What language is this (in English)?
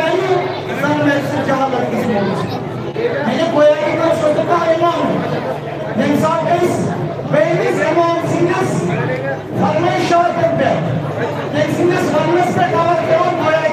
Kashmiri